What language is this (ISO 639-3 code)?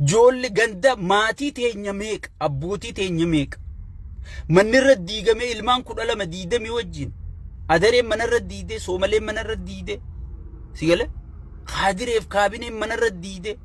orm